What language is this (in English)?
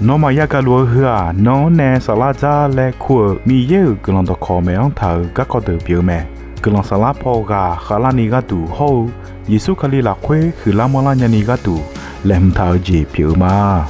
Akha